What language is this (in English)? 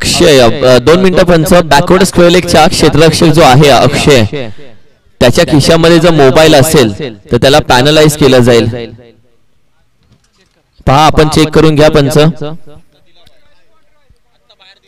Marathi